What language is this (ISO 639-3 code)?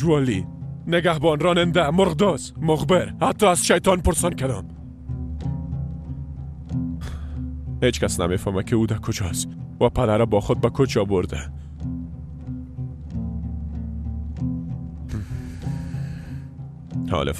fas